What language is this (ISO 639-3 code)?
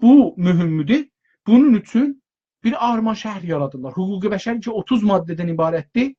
azb